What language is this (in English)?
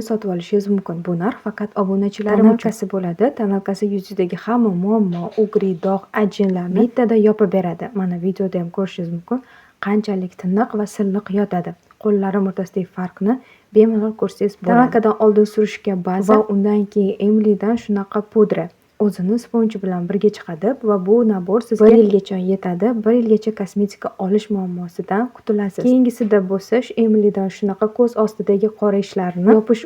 Uzbek